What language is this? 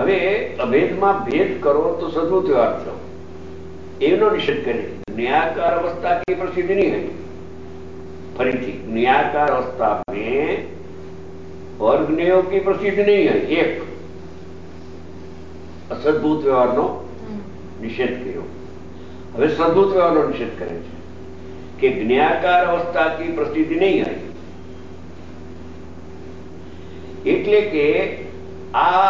Gujarati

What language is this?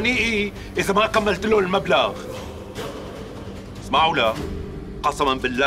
North Levantine Arabic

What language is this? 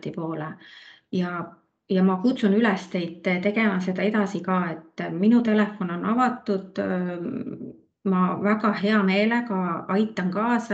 Estonian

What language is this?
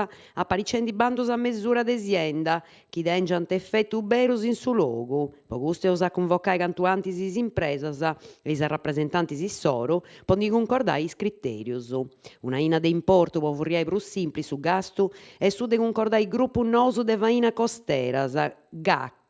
Sardinian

